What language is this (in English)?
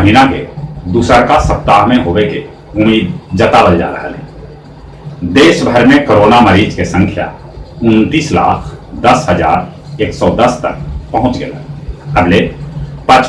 Magahi